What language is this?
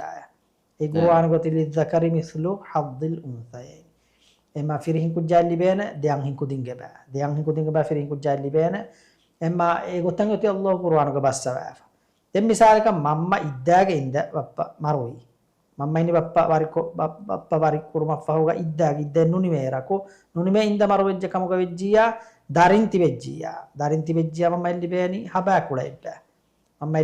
Divehi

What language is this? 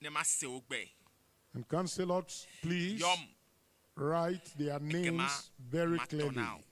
Ewe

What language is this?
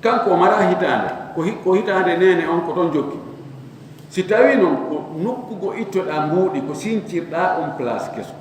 Fula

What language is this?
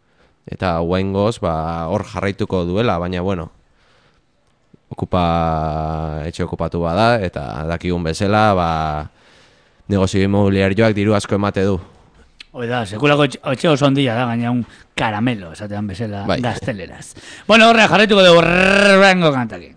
Basque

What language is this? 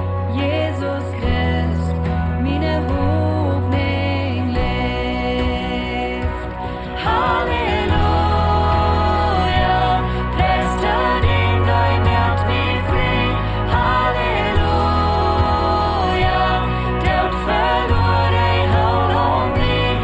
Plautdietsch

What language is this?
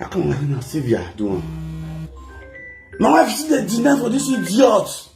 Nigerian Pidgin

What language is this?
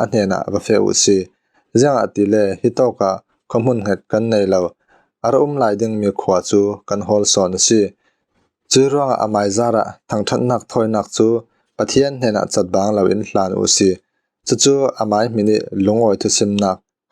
Falam Chin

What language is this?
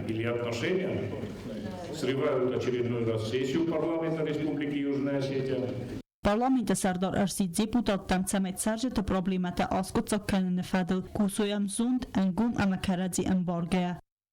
Ossetic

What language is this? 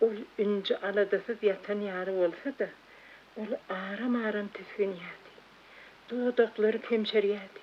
Turkmen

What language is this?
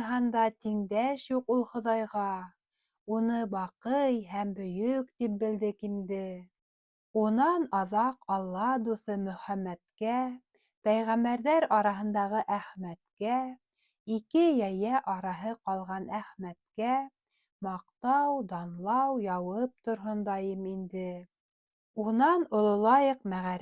Bashkir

